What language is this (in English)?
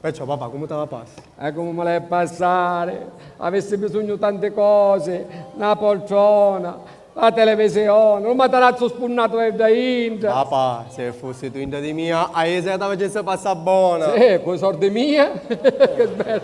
Sicilian